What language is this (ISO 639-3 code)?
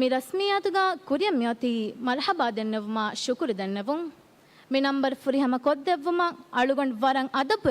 div